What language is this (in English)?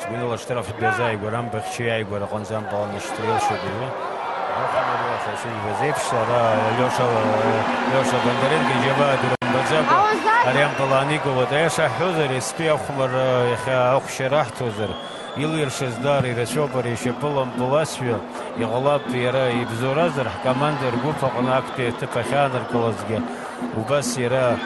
Abkhazian